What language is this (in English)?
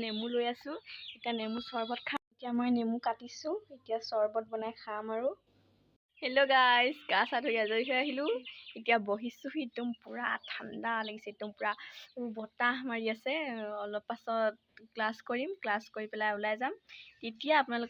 Assamese